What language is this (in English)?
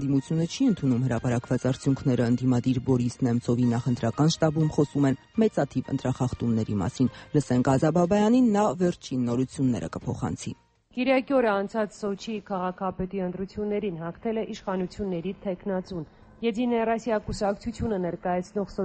Armenian